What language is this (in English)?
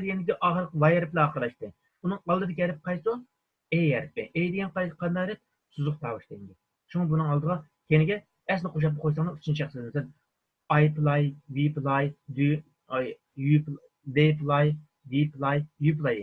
Uyghur